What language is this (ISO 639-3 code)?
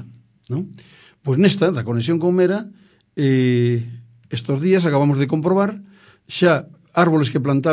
glg